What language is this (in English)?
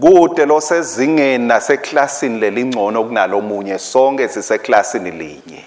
Swati